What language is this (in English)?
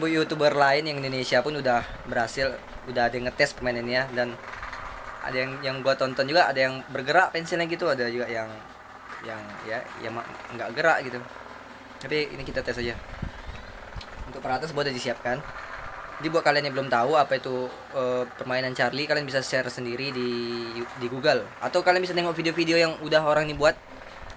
Indonesian